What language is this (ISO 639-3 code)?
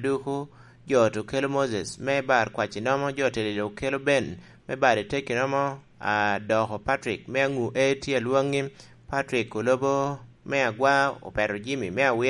laj